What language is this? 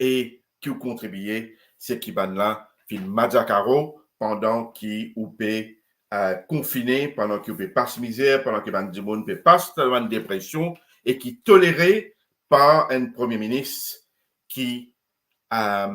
Morisyen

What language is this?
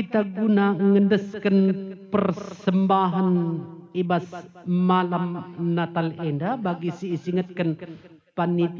Batak Karo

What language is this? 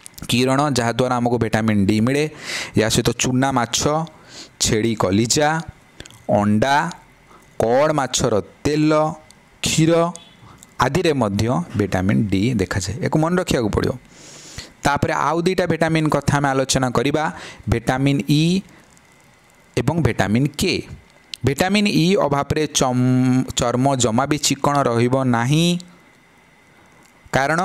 Odia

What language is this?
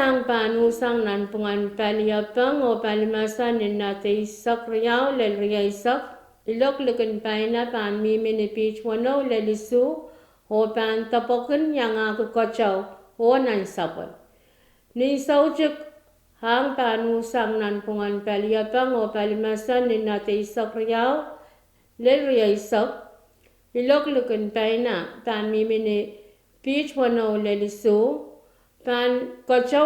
Pohnpeian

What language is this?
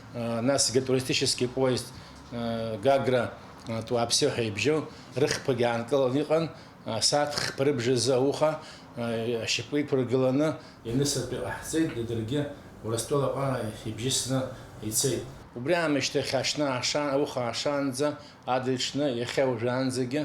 Abkhazian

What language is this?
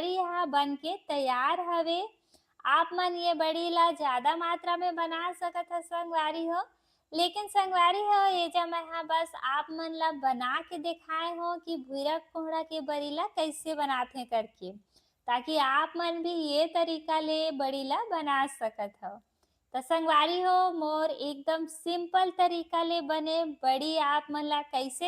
Chhattisgarhi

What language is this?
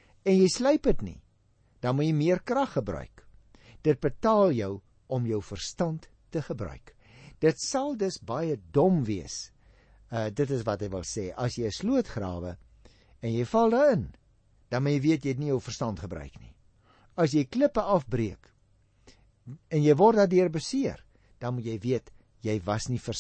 Afrikaans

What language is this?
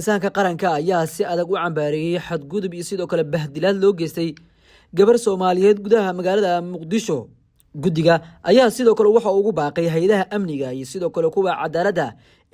Somali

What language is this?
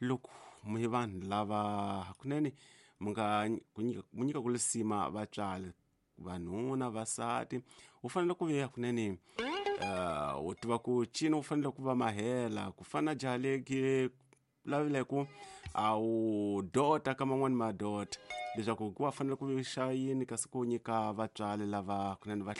Tsonga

